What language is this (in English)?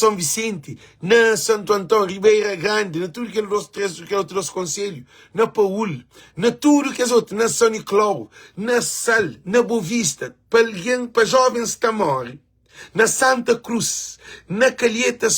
Kabuverdianu